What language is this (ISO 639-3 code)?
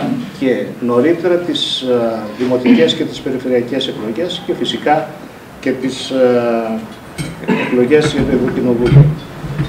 ell